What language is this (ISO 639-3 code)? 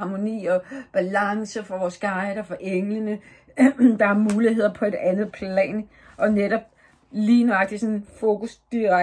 dan